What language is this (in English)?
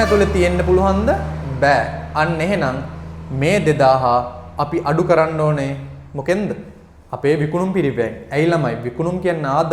Sinhala